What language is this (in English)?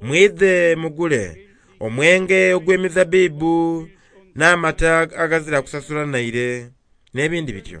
Soga